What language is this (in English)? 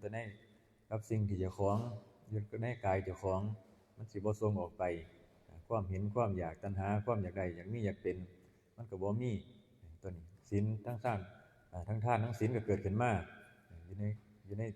Northeastern Thai